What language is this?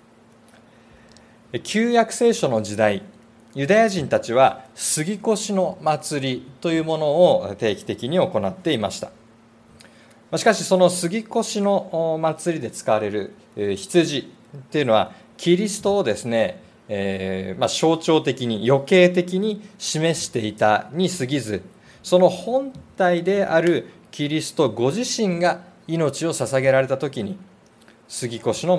Japanese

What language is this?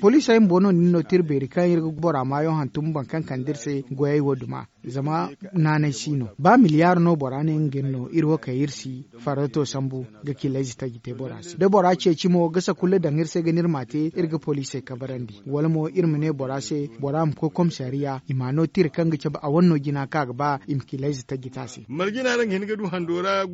Zarma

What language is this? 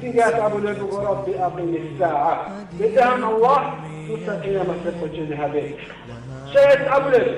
Avaric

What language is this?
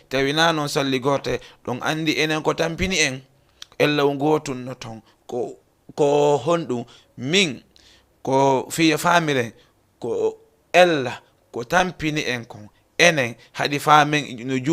Fula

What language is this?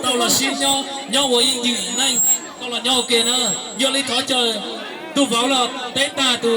Hmong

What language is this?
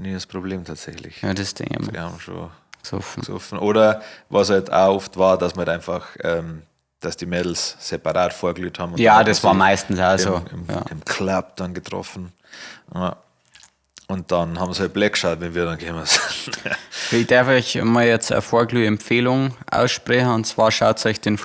Bavarian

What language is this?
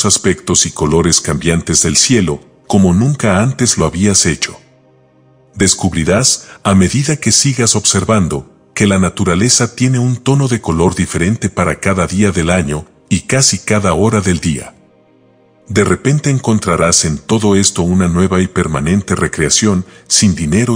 Spanish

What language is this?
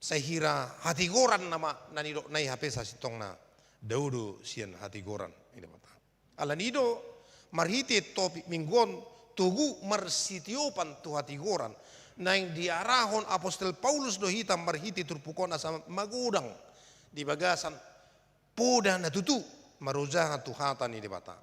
Batak Toba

